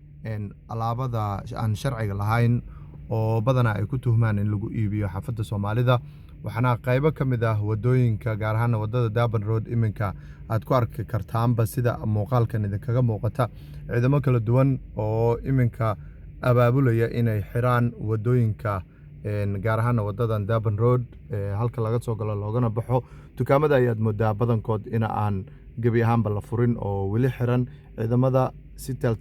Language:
Somali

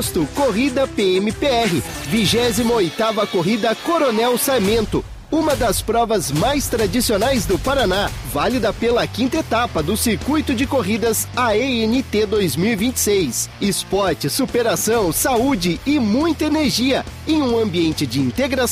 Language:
Portuguese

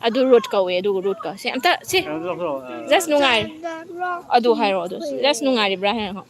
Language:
Manipuri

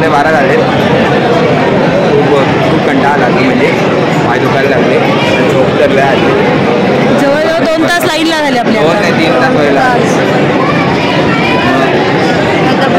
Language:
Marathi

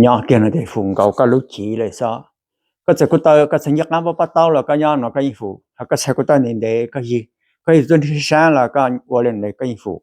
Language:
Hmong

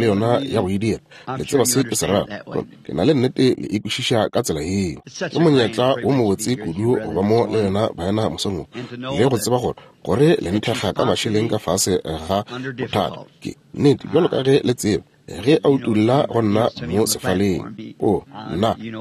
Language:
Northern Sotho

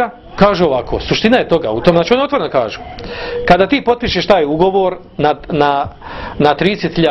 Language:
Bosnian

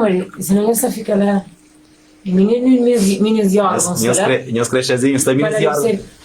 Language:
Kabuverdianu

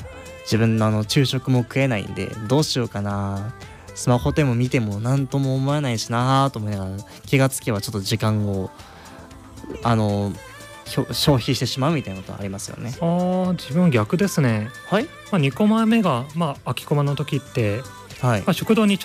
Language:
Japanese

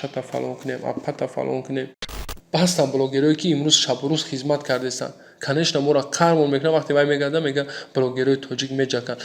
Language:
Tajik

